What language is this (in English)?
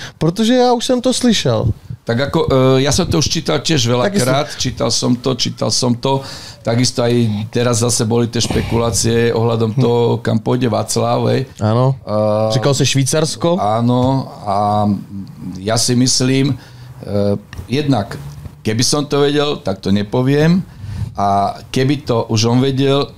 Slovak